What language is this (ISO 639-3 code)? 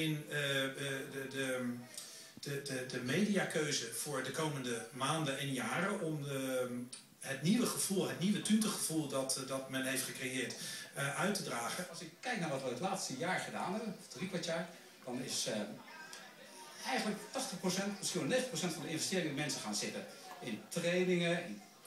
nld